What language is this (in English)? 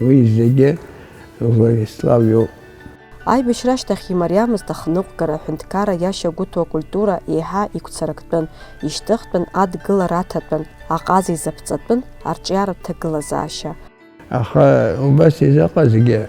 Abkhazian